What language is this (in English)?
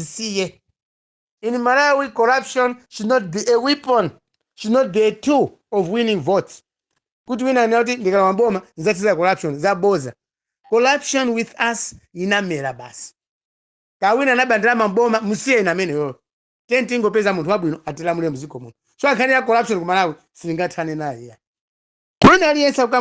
Nyanja